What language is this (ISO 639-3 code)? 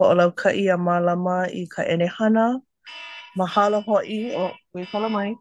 haw